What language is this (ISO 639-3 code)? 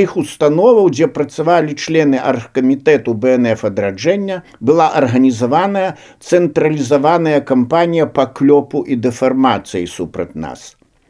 bel